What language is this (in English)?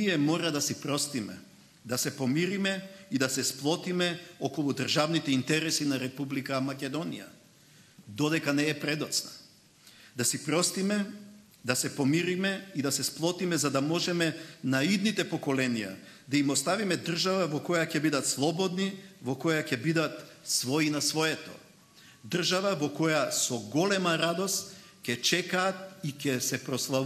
Macedonian